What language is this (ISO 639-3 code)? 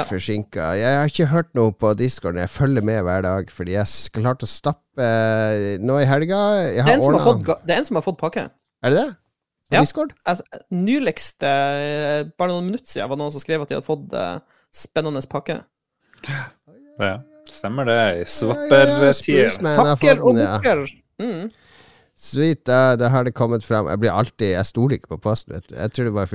nor